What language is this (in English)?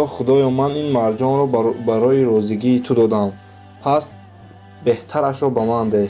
Tajik